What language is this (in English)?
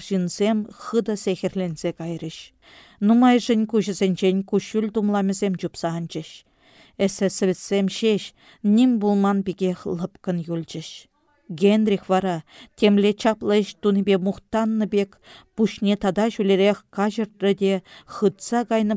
Chuvash